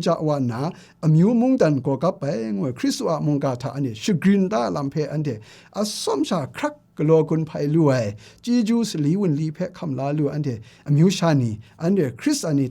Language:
Kachin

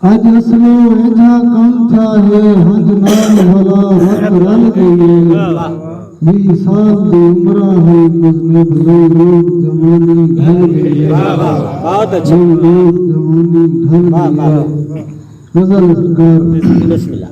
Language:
Saraiki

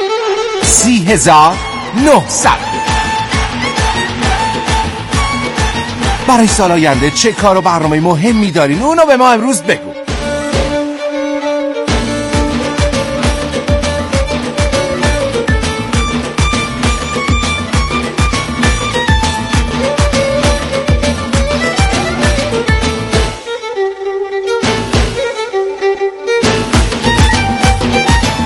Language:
Persian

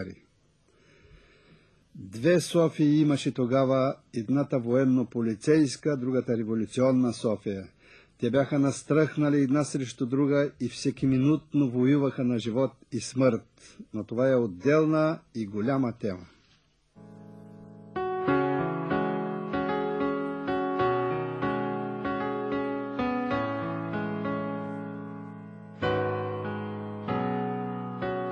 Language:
Bulgarian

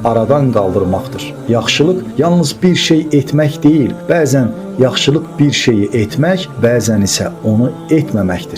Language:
Azerbaijani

